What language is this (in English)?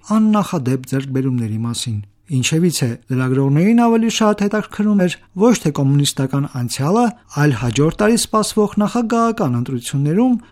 Armenian